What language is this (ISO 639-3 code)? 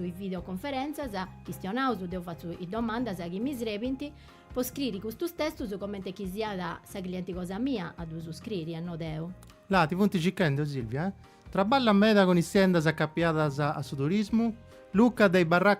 srd